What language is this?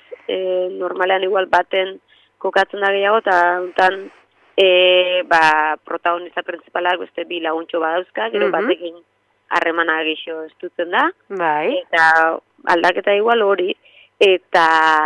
Basque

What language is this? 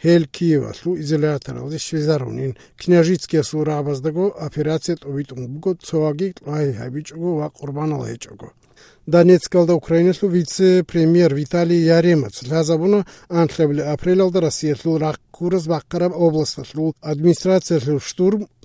Avaric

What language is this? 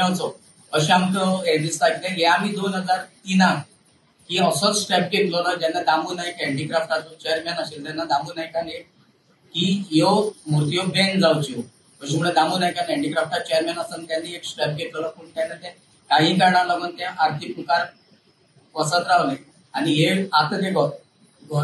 Konkani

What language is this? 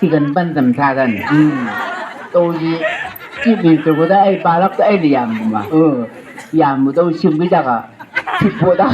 Chang Naga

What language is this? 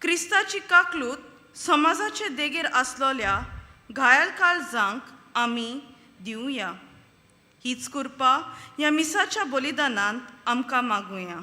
Konkani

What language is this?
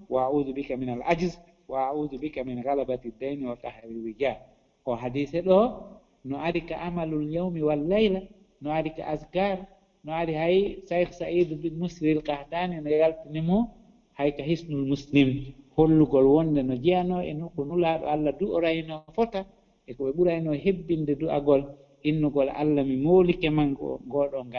Fula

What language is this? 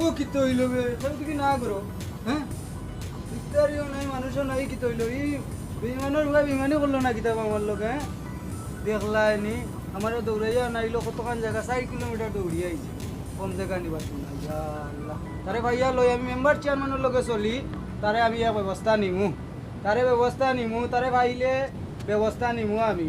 Sylheti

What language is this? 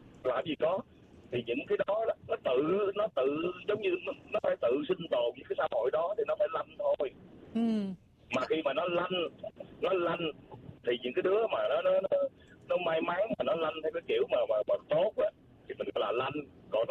Vietnamese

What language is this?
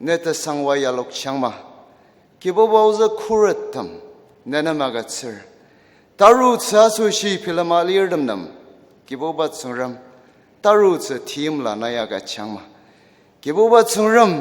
Ao Naga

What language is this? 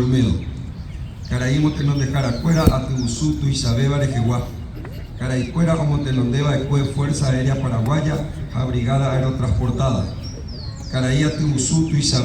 Guarani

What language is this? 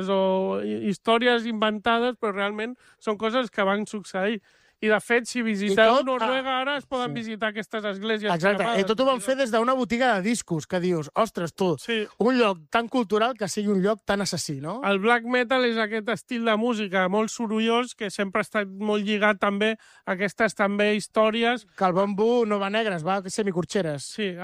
Catalan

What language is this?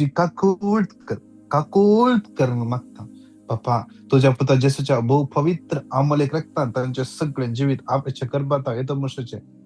Konkani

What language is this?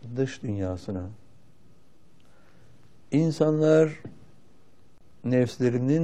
Turkish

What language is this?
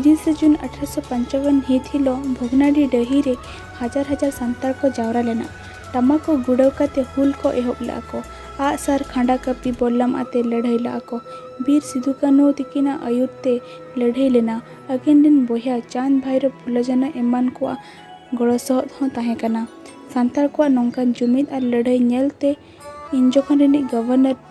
Santali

